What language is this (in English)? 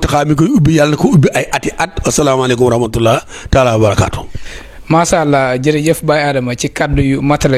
Wolof